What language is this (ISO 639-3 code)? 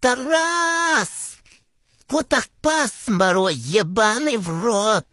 kaz